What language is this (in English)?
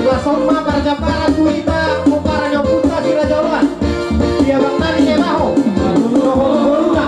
Batak Toba